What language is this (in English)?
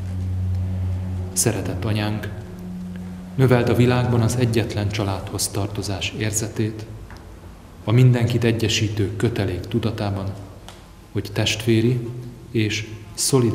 Hungarian